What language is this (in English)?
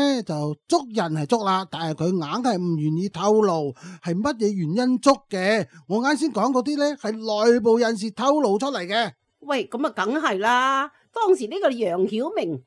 Cantonese